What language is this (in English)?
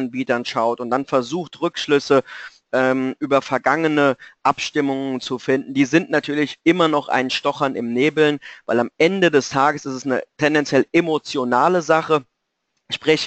German